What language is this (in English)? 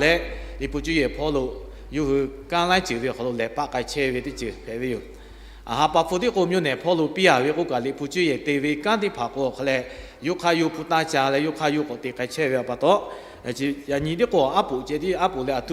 Lahu